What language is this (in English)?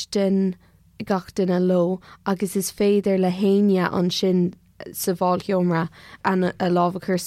Irish